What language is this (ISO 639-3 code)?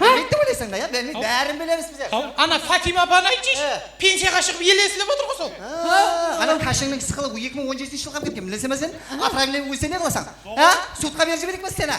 kaa